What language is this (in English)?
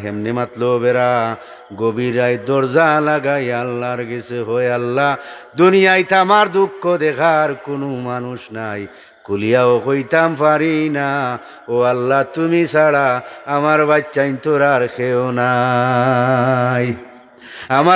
Sylheti